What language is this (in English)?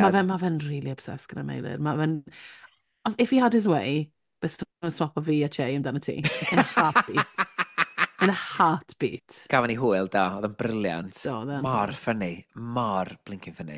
Welsh